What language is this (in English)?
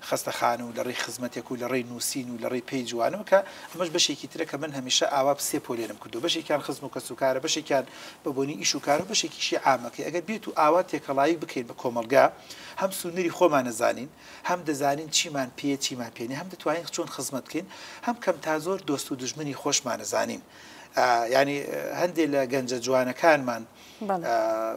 Central Kurdish